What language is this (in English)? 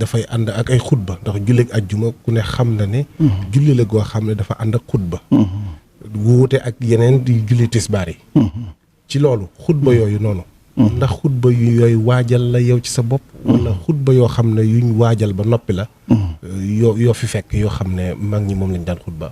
Wolof